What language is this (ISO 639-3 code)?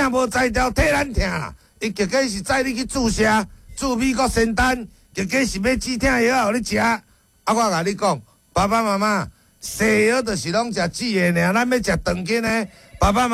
nan